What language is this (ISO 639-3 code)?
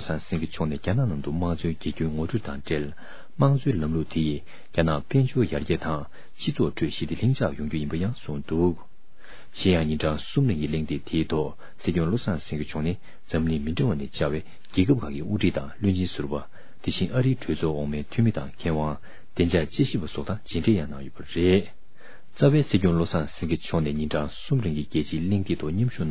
bod